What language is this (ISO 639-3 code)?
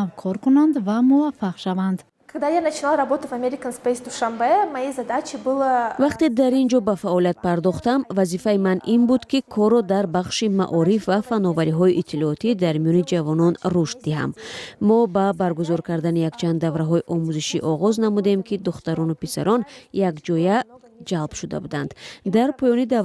tgk